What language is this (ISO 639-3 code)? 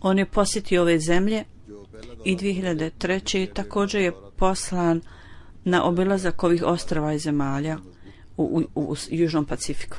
bos